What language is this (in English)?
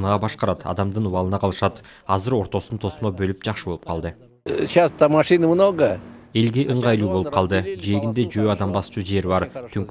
Kyrgyz